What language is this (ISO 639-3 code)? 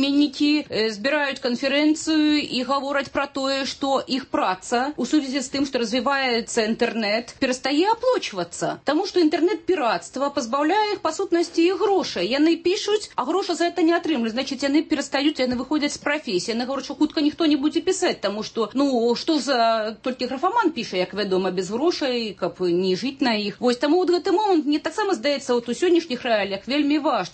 bel